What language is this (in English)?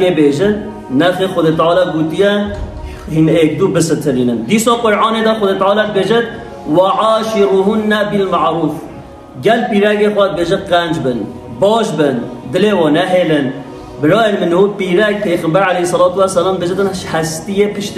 Kurdish